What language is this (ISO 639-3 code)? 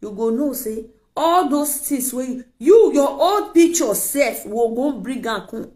pcm